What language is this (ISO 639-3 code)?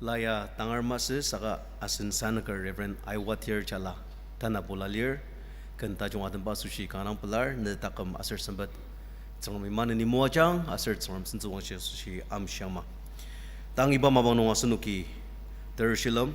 njo